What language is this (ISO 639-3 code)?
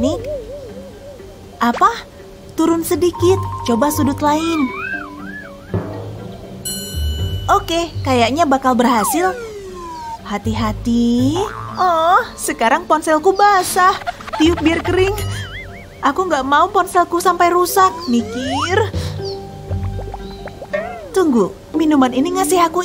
ind